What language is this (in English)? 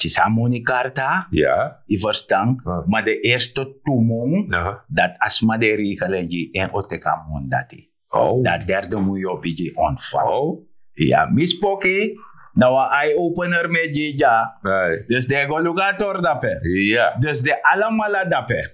Sranan Tongo